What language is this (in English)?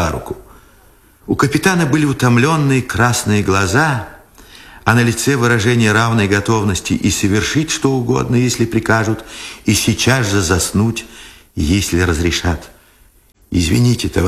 Russian